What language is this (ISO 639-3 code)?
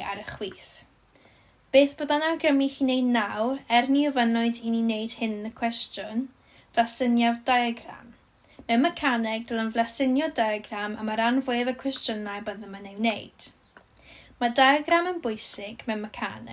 cym